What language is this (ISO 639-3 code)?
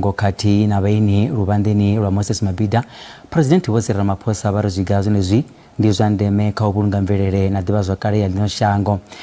ven